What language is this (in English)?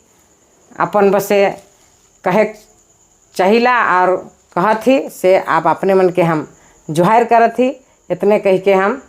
Sadri